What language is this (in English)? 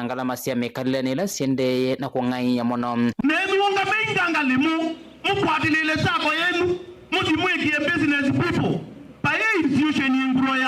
Kamba